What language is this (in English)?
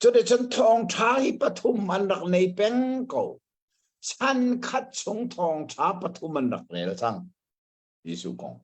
Hakha Chin